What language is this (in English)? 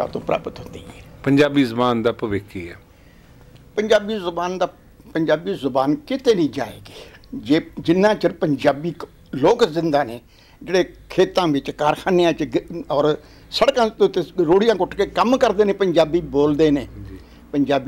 Punjabi